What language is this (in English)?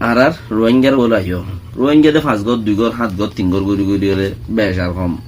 Rohingya